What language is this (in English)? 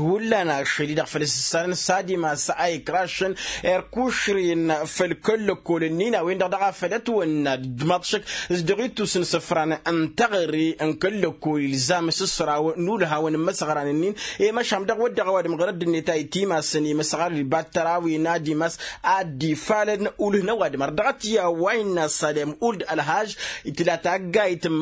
Tamasheq